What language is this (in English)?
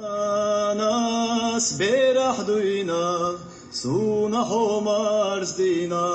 Chechen